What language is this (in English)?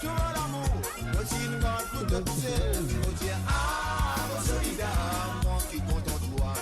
Morisyen